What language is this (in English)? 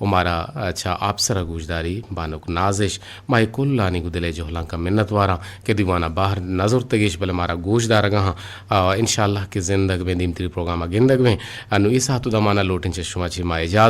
Eastern Balochi